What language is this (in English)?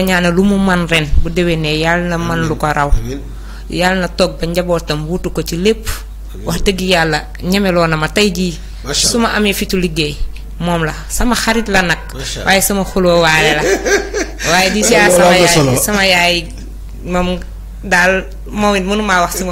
Wolof